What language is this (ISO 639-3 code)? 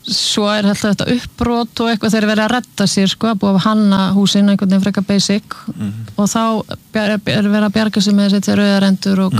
isl